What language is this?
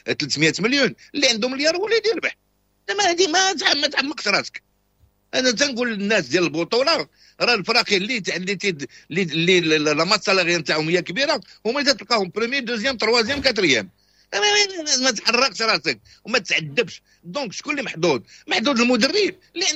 Moroccan Arabic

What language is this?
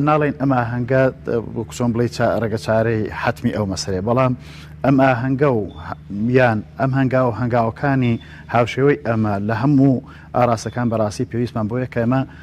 Central Kurdish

